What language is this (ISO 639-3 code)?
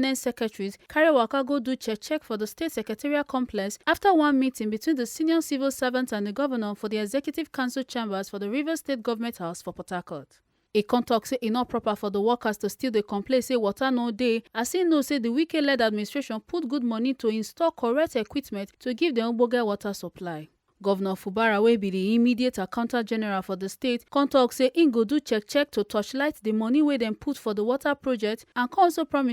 pcm